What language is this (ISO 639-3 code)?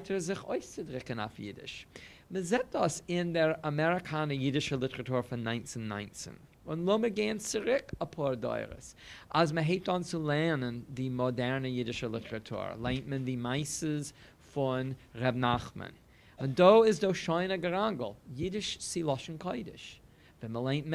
yid